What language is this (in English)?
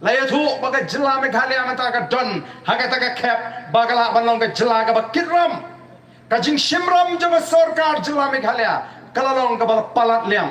Khasi